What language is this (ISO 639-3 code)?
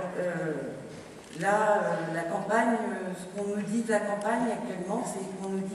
fra